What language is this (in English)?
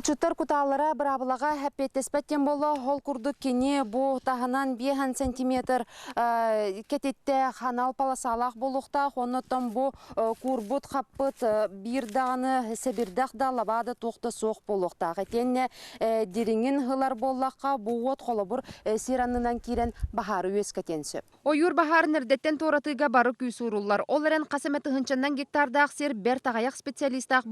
Yakut